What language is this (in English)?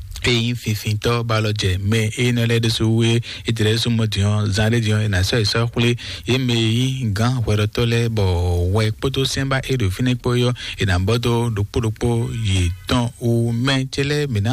Fon